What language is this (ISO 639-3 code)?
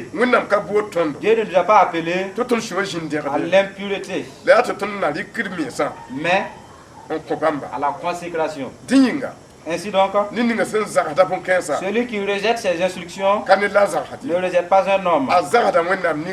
mos